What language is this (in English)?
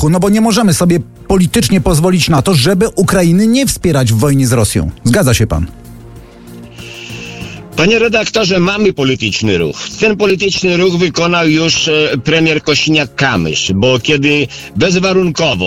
Polish